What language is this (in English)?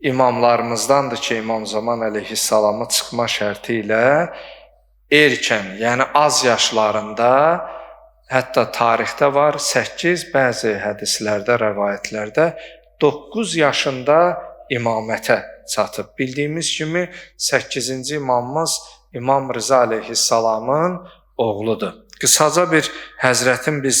Azerbaijani